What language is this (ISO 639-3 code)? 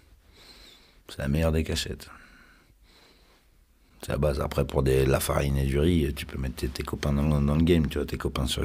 fra